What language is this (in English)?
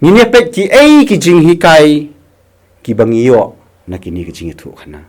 Khasi